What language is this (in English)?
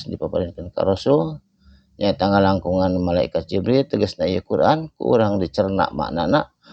Sundanese